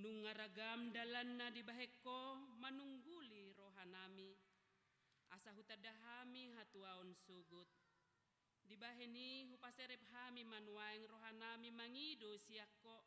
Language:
Batak Toba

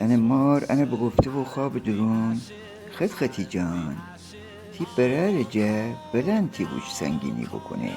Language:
Gilaki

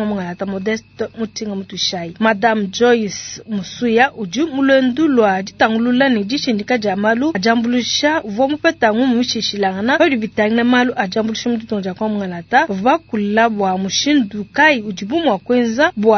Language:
Luba-Lulua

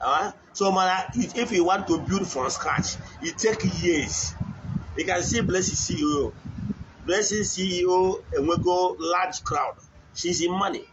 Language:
Igbo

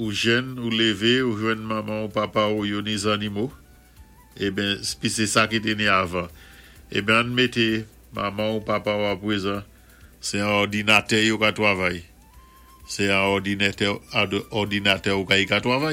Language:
Saint Lucian Creole French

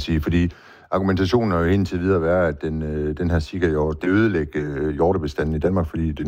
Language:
Danish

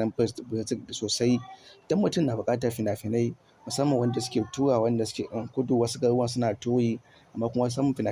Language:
Hausa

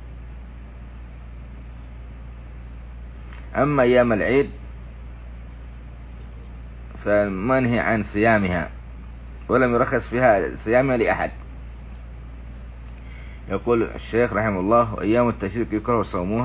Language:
Arabic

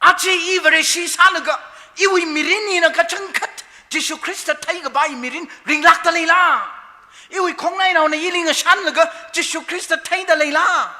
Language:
Tangkhul Naga (India)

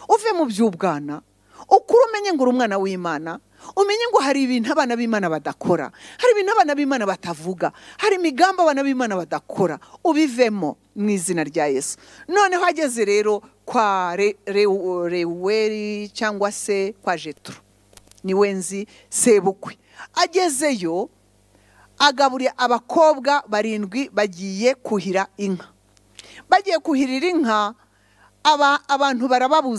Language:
Kinyarwanda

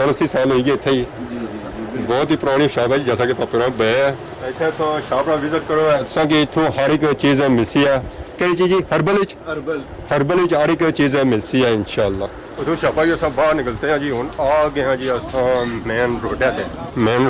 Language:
Pahari-Potwari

